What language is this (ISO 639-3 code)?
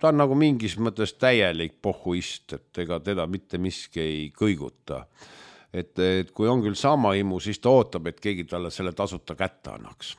est